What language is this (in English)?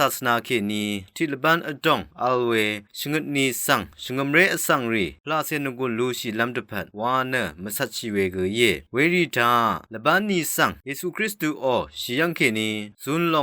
Rawang